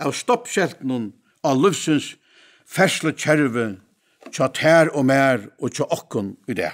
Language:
Faroese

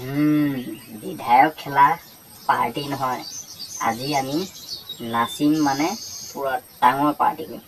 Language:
Assamese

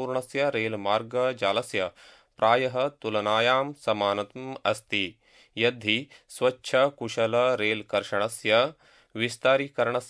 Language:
Sanskrit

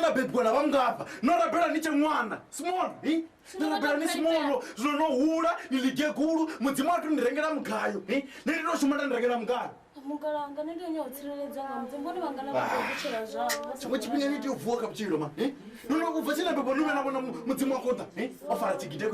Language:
Venda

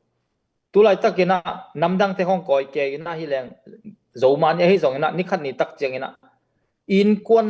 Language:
Tedim Chin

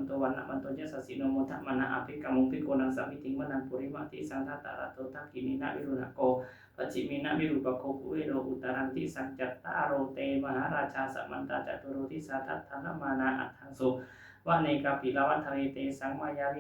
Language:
Pali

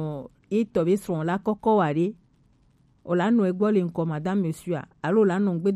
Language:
Gen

